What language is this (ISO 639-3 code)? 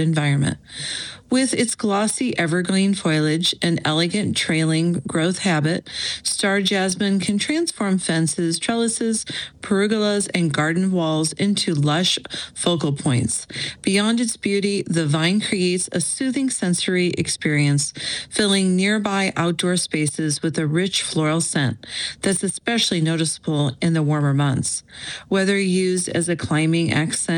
eng